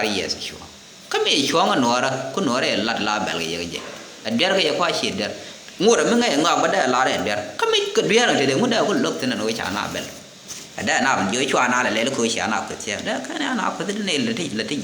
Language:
Nuer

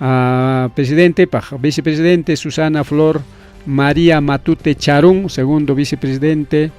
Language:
Ayacucho Quechua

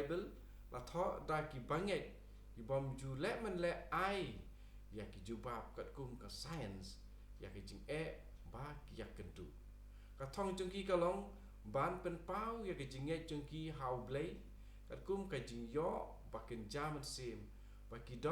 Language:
Khasi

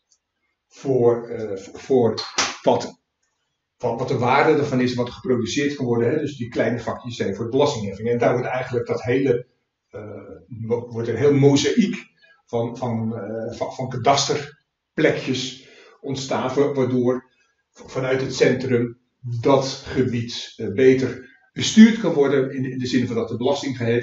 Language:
Dutch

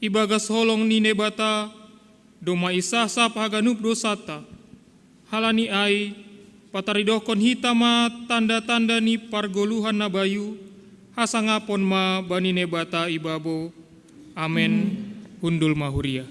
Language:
Batak Simalungun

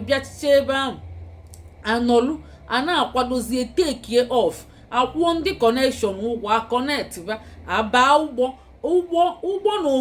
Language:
Igbo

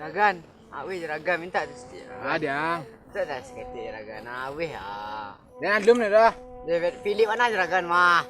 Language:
Minangkabau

